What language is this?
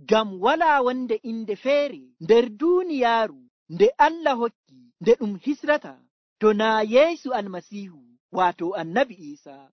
Nigerian Fulfulde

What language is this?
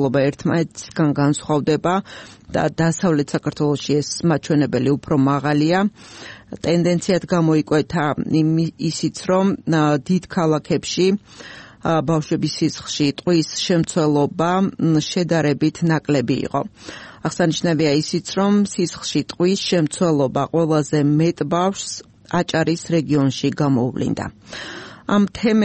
Georgian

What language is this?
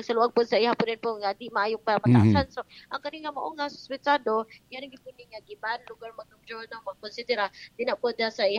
Cebuano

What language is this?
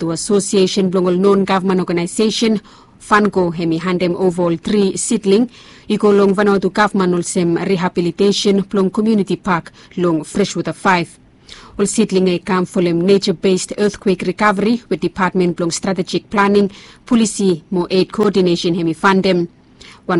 Bislama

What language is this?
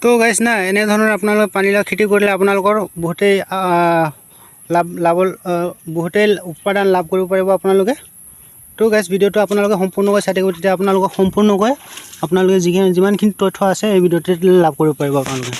Assamese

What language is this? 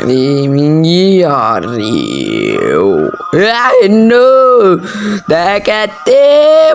Sinhala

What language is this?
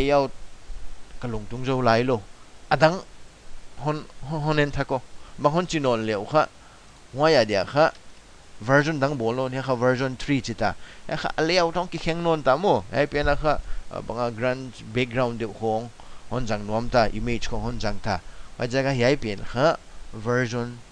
Paite Chin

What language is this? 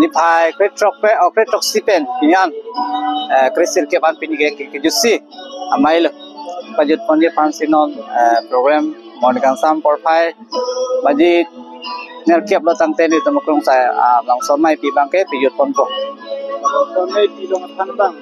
Karbi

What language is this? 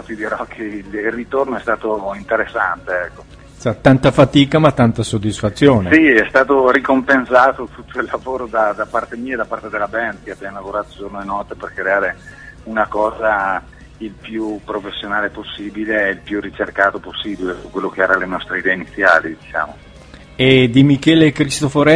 Italian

